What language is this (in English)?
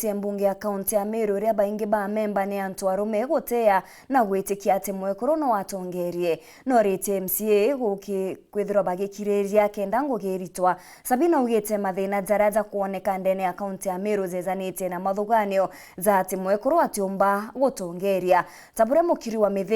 Meru